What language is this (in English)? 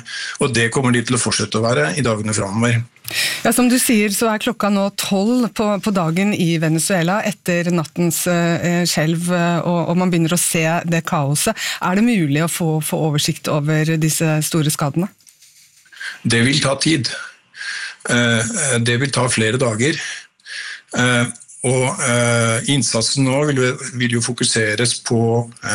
Norwegian